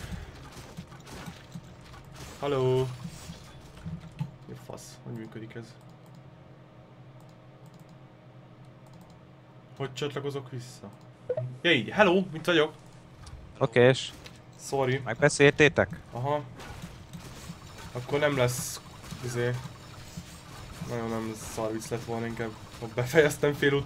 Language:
Hungarian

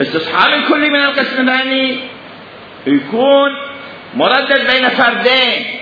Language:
Mesopotamian Arabic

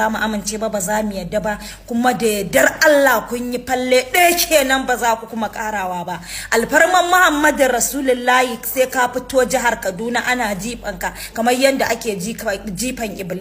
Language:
Hausa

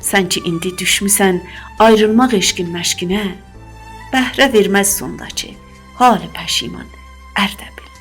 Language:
South Azerbaijani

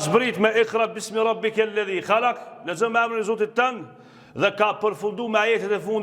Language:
Albanian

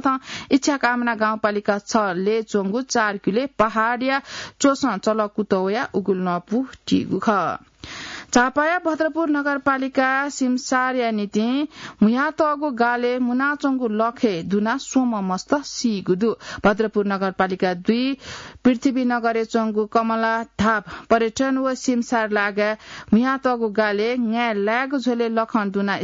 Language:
Newari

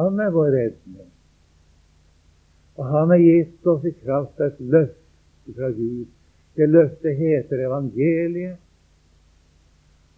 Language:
Norwegian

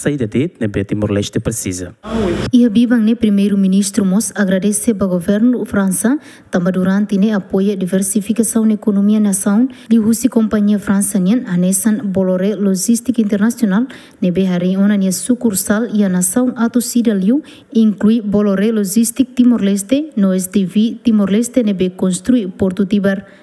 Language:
Tetum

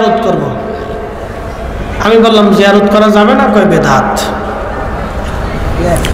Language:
Bangla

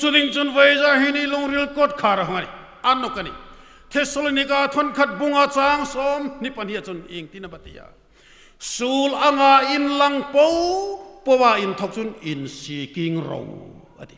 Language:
Hmar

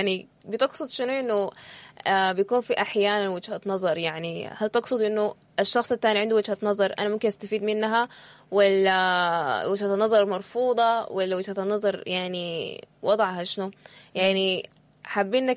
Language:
Sudanese Arabic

